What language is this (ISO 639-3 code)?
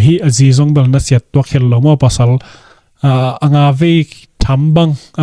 ctd